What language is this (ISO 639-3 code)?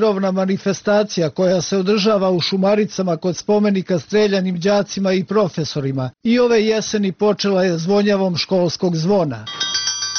srp